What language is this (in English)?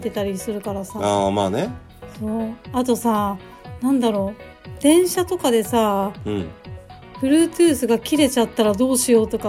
Japanese